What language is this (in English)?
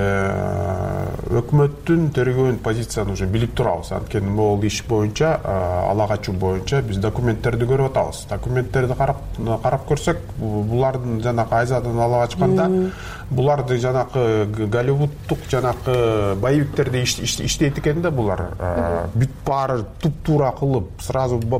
Kyrgyz